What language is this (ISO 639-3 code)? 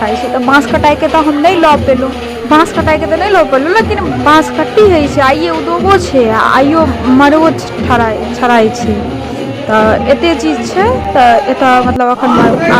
mai